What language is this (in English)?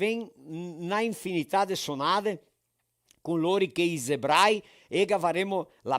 Venetian